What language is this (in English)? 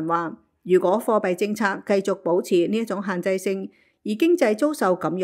Cantonese